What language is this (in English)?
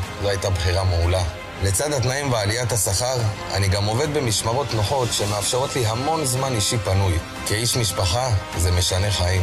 Hebrew